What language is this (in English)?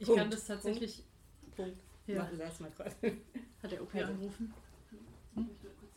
German